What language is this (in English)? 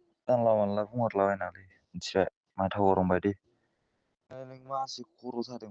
Bodo